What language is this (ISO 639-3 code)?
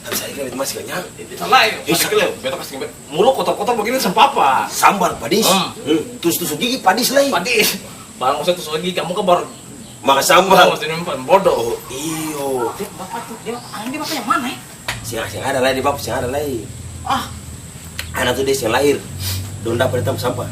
abs